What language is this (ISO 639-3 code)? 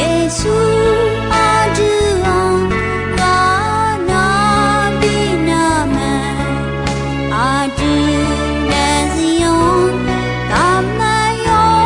ahk